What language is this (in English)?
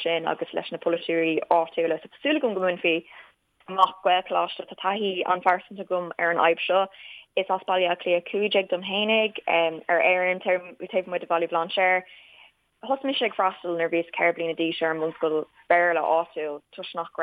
Irish